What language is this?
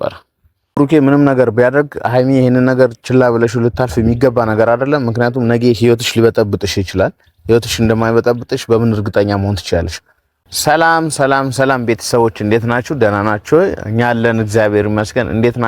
Amharic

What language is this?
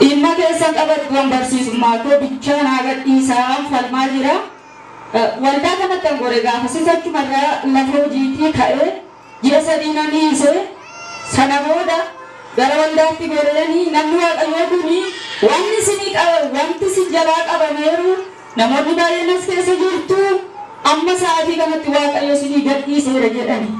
Oromo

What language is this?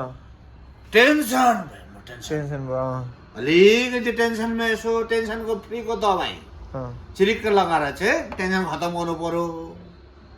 Nepali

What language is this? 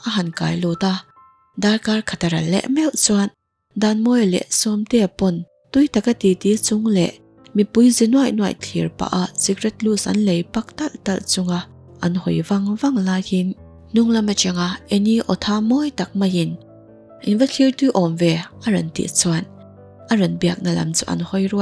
Mizo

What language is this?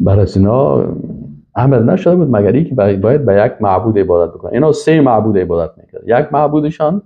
Persian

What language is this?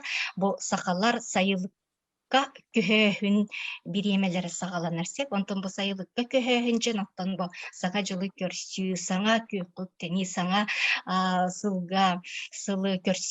Yakut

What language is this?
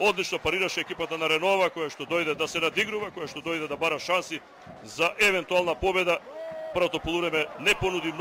Macedonian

